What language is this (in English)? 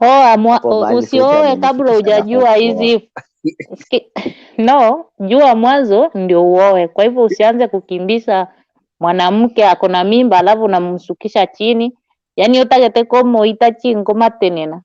Gusii